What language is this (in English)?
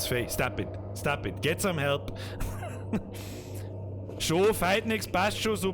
Bavarian